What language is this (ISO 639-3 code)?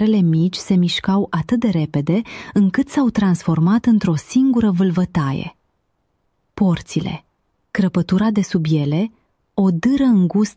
ron